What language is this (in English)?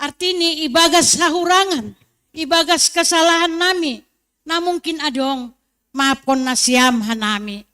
Batak Simalungun